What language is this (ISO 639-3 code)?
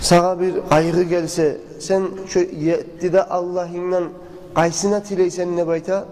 kum